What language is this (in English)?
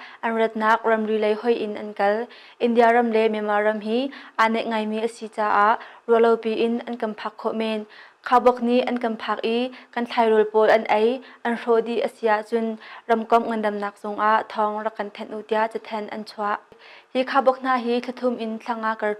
Hakha Chin